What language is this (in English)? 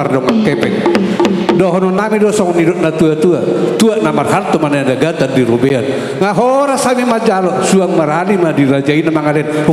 Batak Toba